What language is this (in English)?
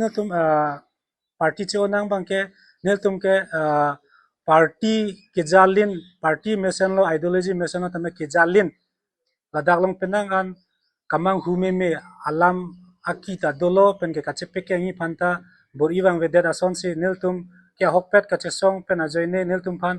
Karbi